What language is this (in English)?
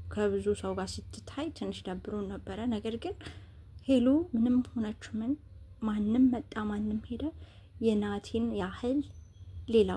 Amharic